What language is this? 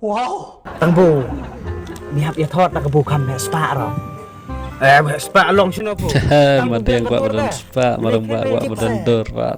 Khasi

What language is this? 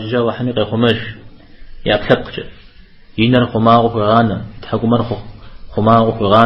Kabardian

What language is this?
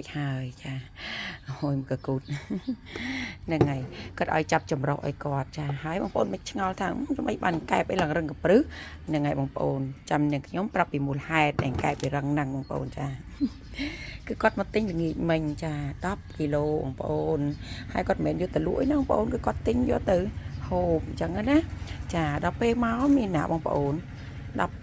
Khmer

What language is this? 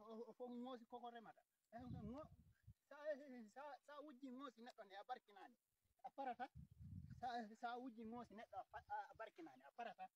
Fula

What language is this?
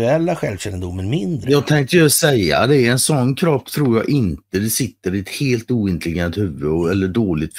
Swedish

